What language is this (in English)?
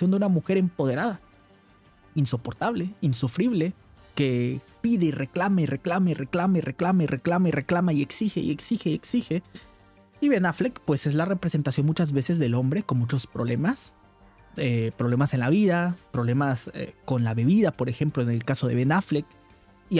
Spanish